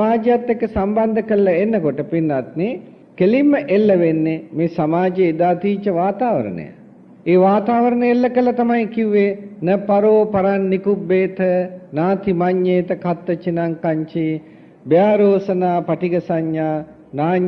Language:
Sinhala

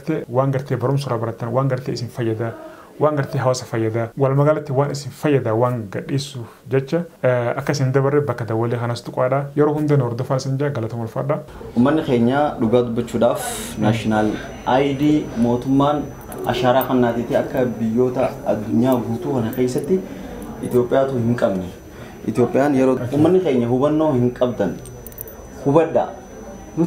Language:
Oromo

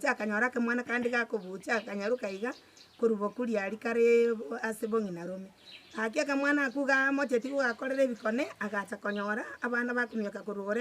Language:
Gusii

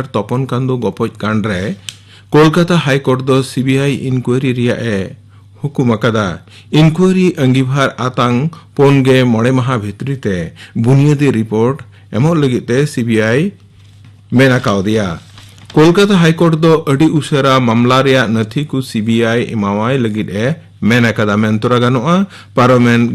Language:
Santali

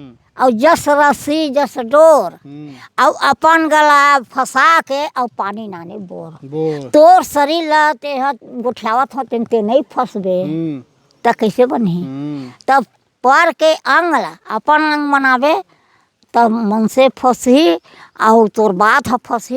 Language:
Chhattisgarhi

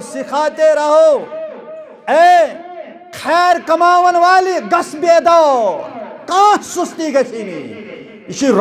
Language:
Kashmiri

